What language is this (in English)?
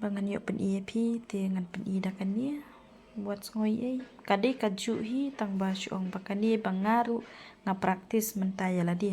Khasi